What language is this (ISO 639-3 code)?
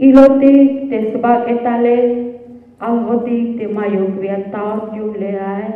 tzh